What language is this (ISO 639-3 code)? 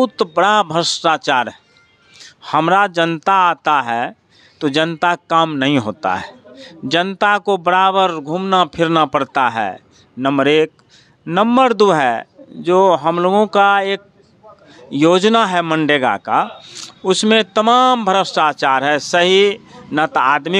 hin